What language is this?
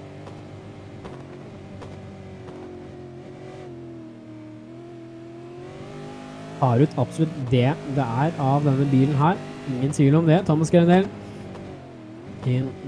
Norwegian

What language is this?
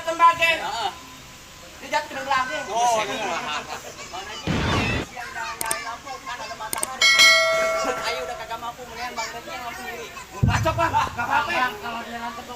Betawi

